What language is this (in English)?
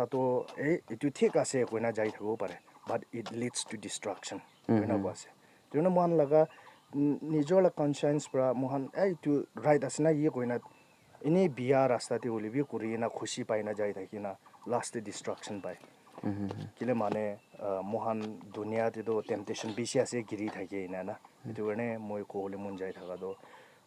Naga Pidgin